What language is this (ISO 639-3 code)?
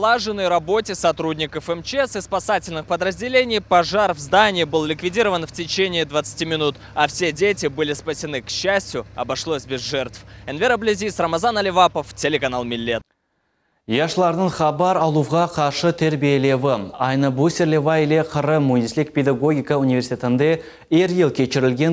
crh